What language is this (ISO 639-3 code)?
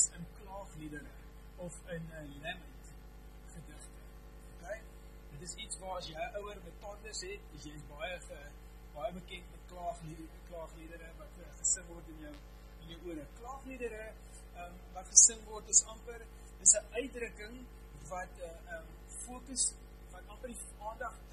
afr